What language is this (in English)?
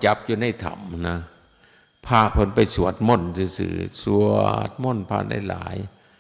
Northeastern Thai